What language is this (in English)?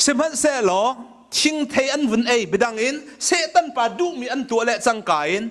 Hakha Chin